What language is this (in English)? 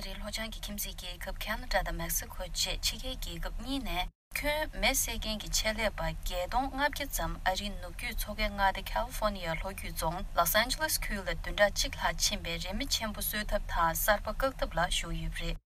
Tibetan